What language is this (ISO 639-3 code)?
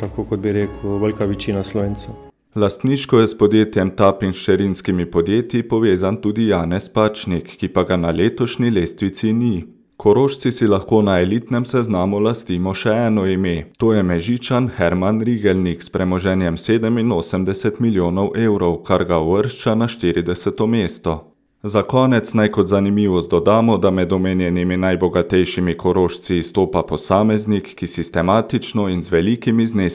slv